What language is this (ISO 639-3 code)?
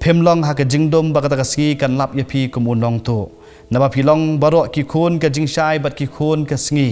kha